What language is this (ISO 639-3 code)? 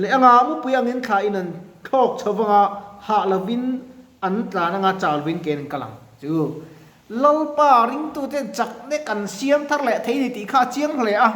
lus